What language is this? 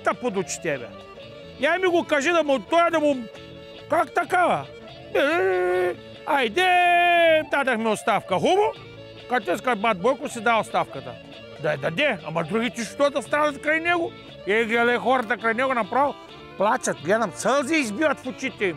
Bulgarian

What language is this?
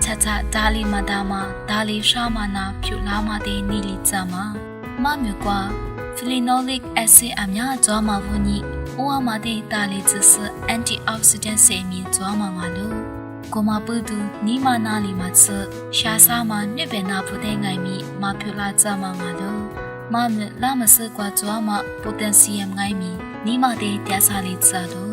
Lisu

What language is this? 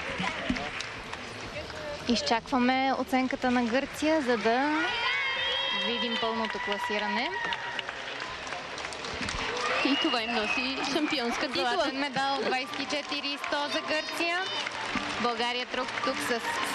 Bulgarian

